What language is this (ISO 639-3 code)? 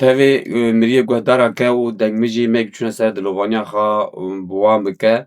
kur